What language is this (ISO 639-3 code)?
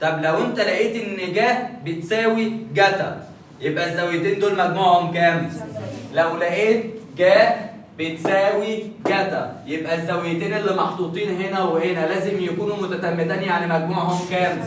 arz